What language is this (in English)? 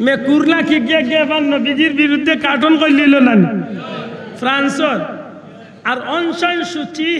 Sylheti